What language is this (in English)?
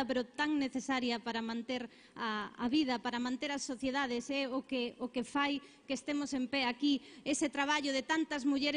Galician